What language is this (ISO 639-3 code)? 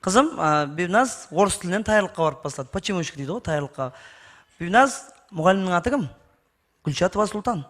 kaa